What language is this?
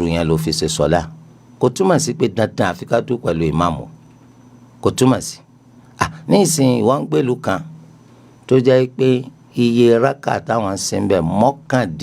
Yoruba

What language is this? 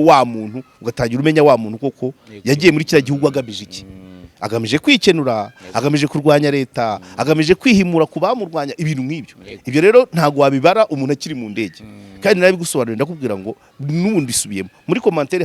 Kinyarwanda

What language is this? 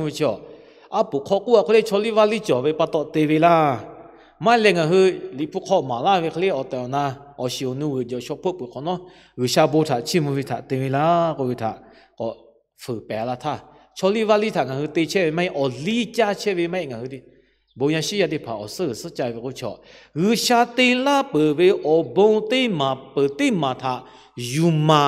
Lahu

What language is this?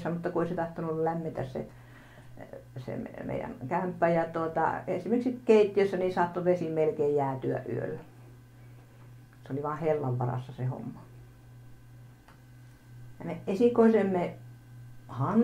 Finnish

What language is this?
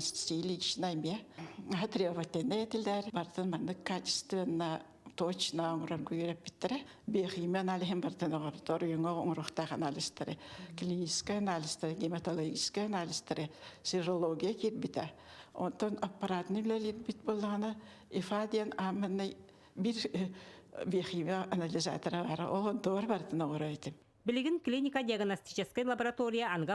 Yakut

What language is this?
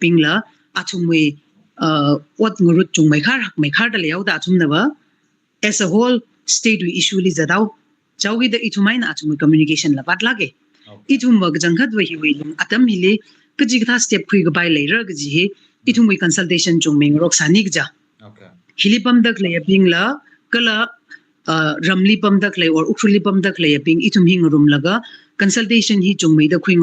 Tangkhul Naga (India)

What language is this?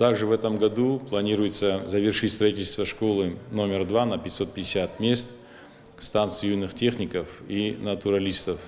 Ossetic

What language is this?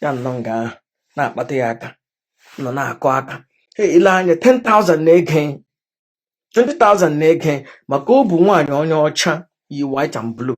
Igbo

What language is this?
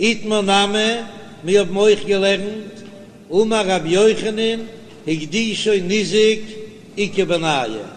Yiddish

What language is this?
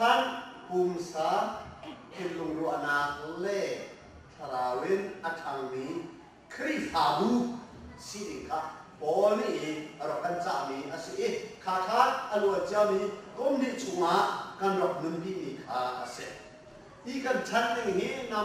Hakha Chin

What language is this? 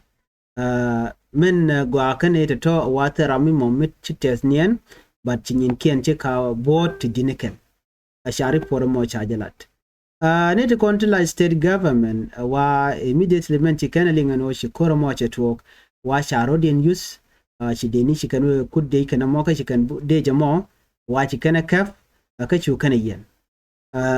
Nuer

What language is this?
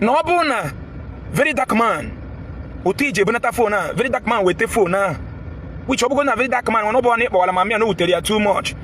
Igbo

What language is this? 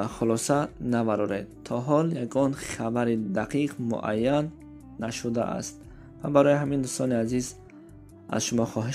Tajik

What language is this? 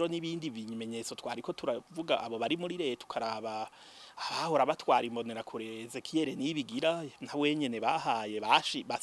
Rundi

